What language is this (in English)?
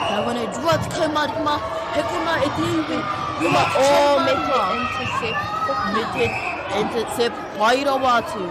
Māori